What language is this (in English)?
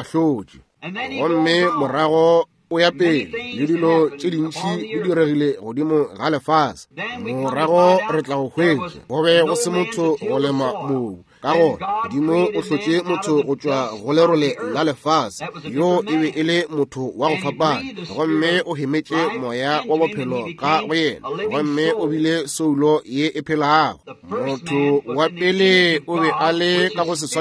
Northern Sotho